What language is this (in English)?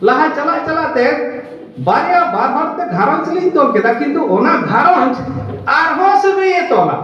Santali